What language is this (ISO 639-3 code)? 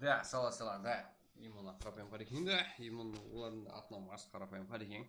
kaa